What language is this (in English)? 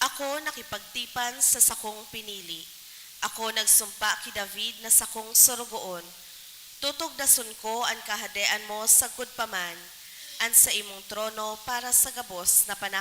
Bikol